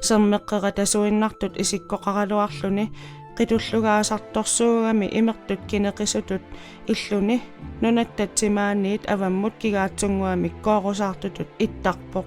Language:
Kalaallisut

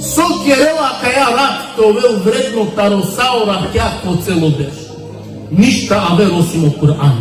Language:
Balkan Romani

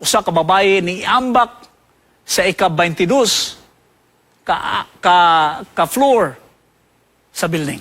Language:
Cebuano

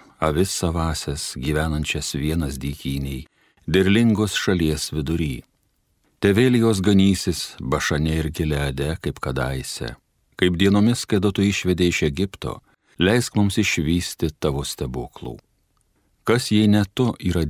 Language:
Lithuanian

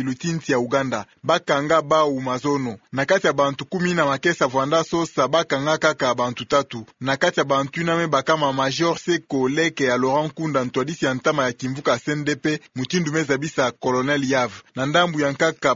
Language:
Kituba (Democratic Republic of Congo)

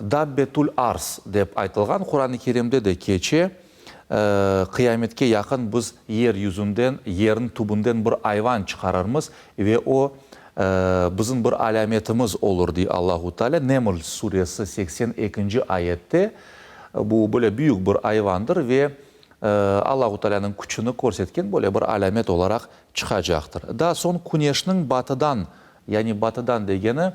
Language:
Crimean Tatar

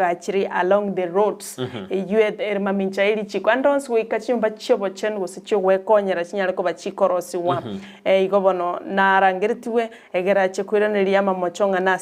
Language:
Gusii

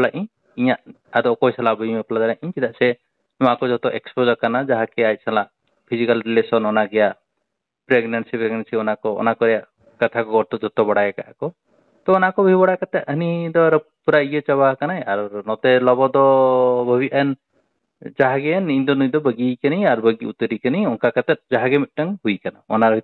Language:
Santali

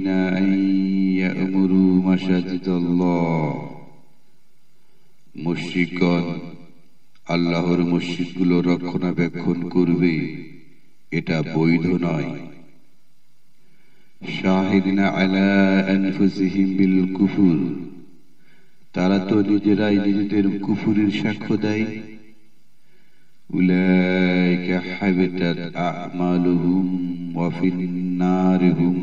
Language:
Bangla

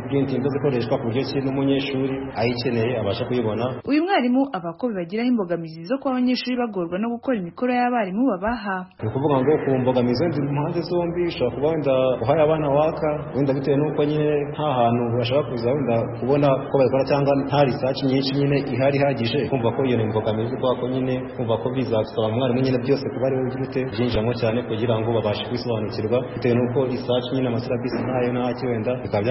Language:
Kinyarwanda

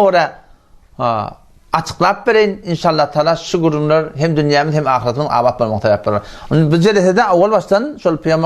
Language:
Turkmen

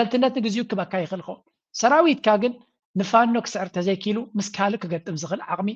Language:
Tigrinya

